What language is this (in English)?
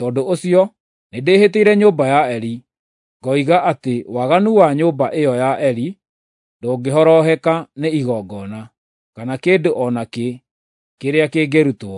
Kikuyu